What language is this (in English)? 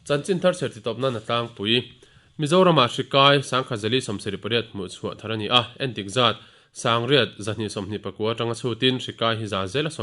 Mizo